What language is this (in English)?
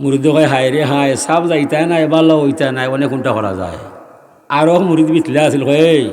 Sylheti